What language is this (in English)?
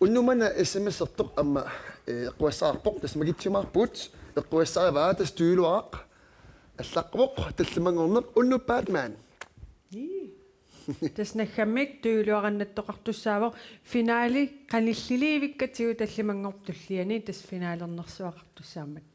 Kalaallisut